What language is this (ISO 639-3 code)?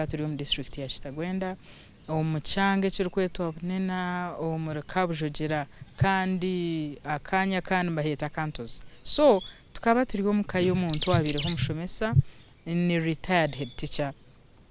nyn